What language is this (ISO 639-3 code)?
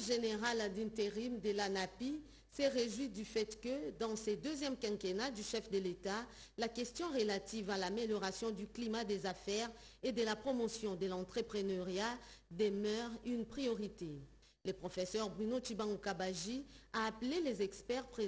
fra